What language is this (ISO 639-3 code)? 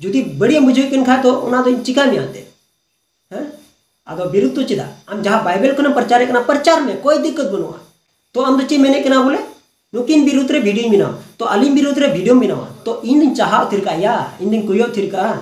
sat